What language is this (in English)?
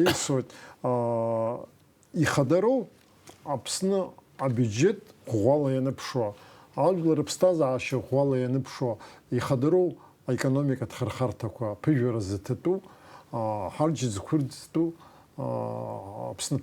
Abkhazian